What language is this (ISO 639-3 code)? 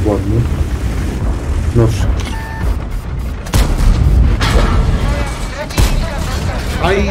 pol